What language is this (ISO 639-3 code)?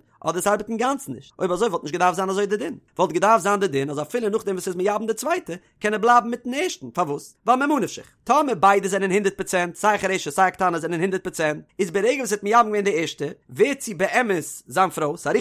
yid